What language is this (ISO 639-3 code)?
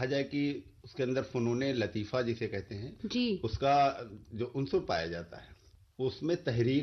urd